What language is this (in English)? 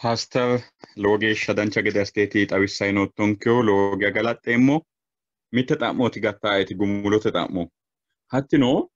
Sidamo